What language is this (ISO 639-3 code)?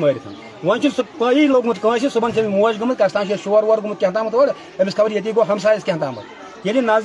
kas